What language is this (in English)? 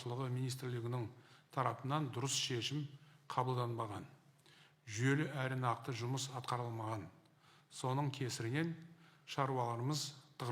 Kazakh